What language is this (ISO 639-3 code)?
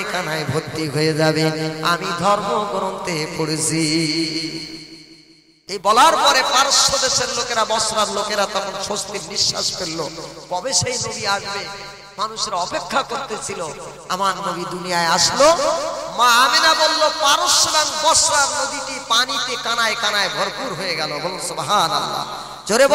ben